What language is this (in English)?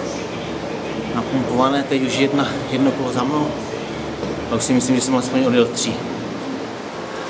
Czech